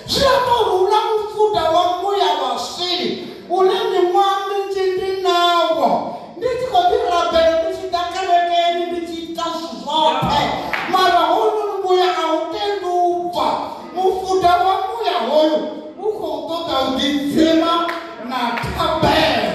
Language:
Venda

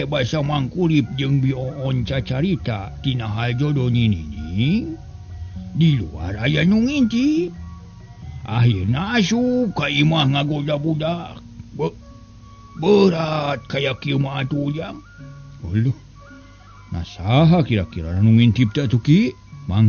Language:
Sundanese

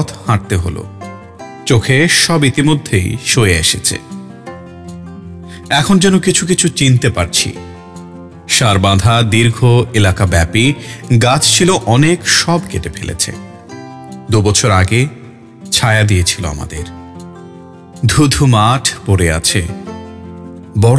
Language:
Bangla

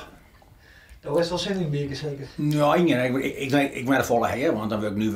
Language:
Western Frisian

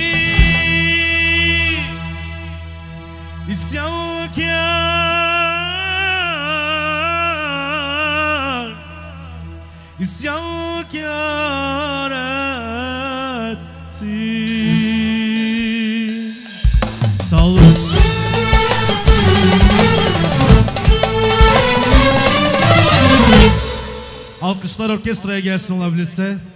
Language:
Turkish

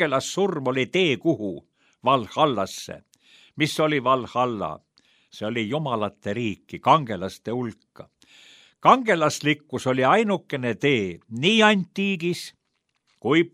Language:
Estonian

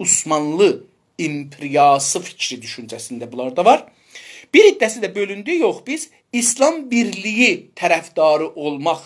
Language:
South Azerbaijani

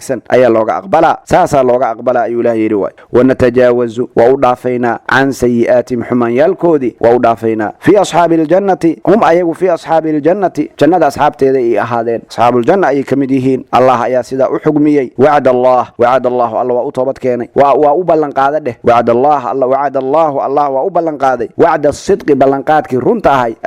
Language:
Somali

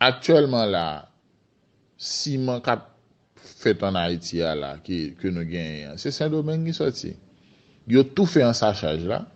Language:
Haitian Creole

